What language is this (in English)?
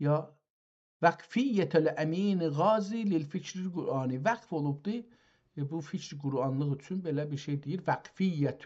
South Azerbaijani